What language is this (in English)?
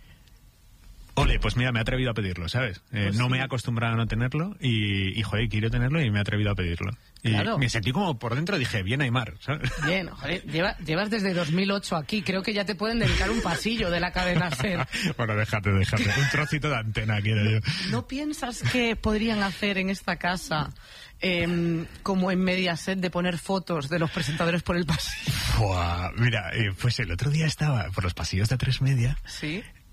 Spanish